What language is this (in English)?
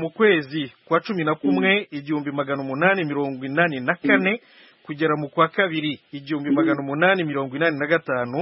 Kinyarwanda